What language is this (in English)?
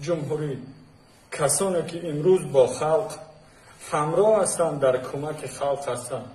Tajik